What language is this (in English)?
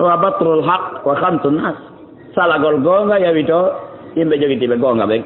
Fula